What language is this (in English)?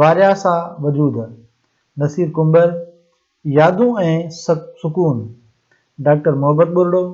Sindhi